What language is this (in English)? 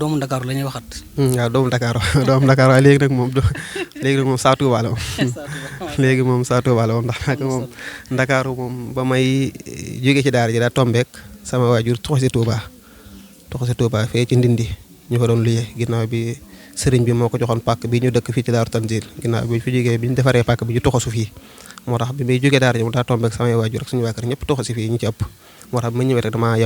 Wolof